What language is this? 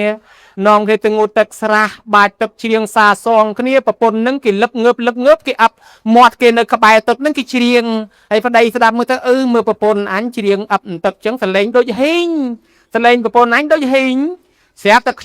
Khmer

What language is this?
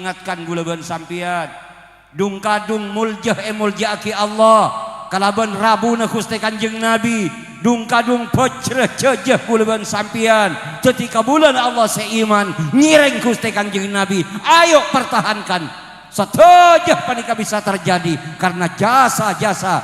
Madurese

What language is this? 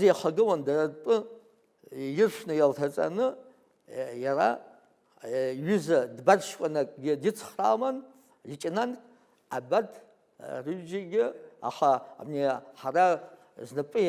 Abkhazian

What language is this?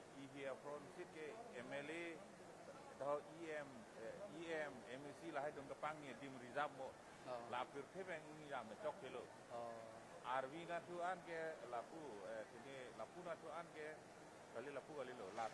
Karbi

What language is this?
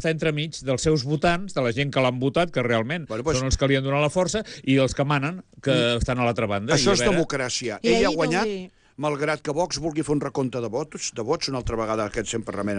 Catalan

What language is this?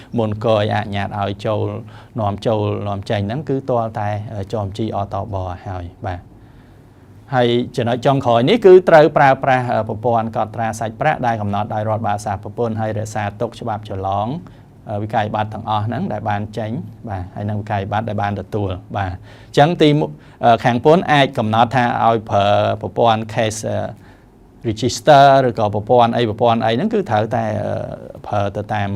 Khmer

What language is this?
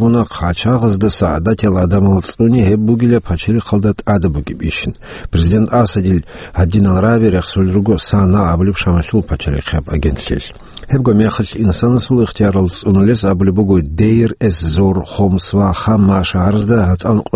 Avaric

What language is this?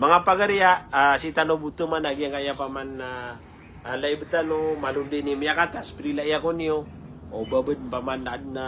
Maranao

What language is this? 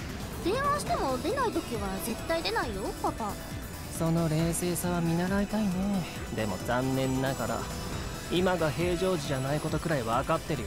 Japanese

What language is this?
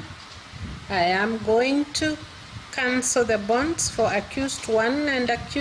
Gusii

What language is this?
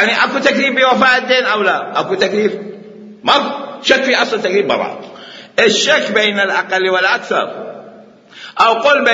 Mesopotamian Arabic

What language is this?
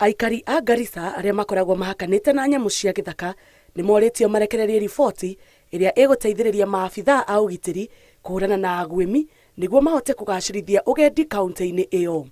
Kikuyu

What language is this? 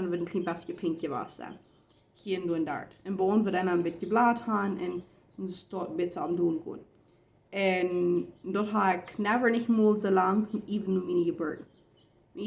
Plautdietsch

